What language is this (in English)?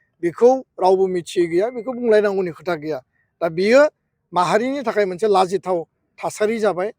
Bodo